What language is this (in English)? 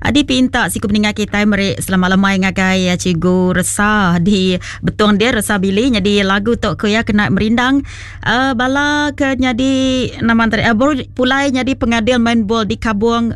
Iban